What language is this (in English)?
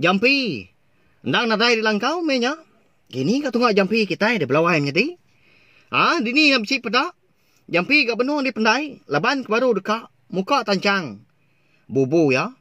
Iban